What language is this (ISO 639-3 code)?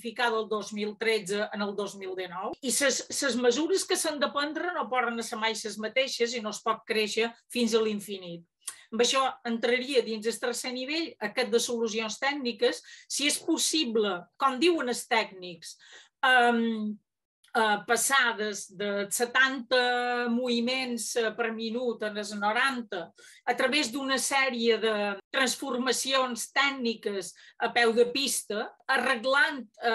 cat